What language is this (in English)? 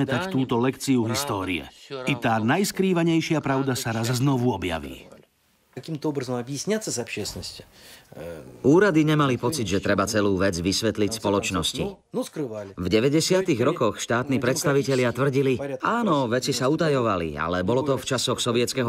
Slovak